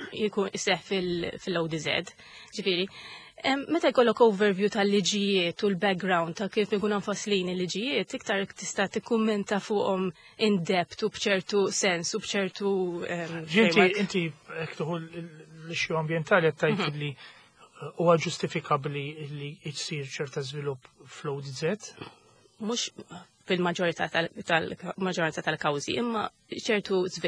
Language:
Maltese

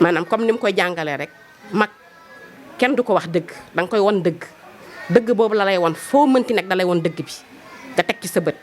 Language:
Wolof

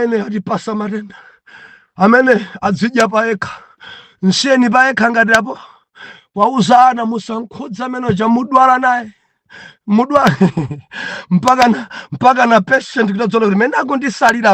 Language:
Nyanja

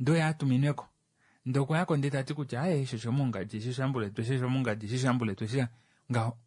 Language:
Kuanyama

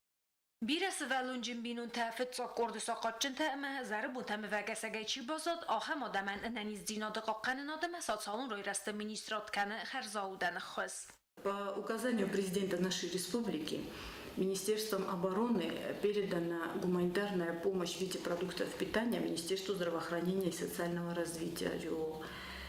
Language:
Ossetic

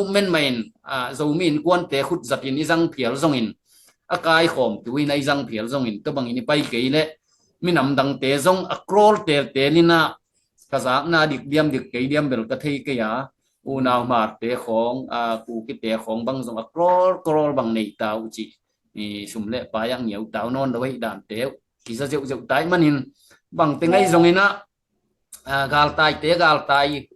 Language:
Tedim Chin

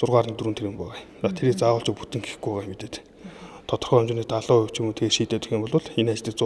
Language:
Mongolian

